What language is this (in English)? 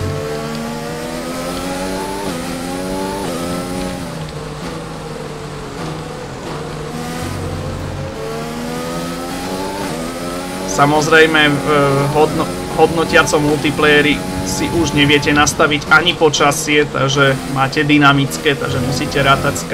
Slovak